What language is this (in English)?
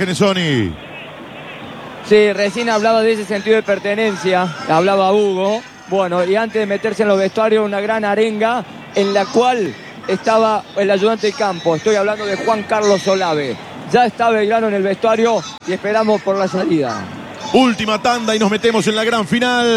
Spanish